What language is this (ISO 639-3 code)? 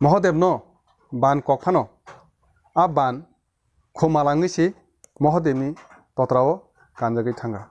trp